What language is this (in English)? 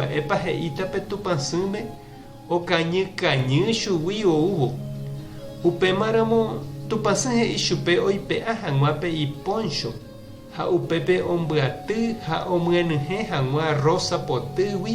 Guarani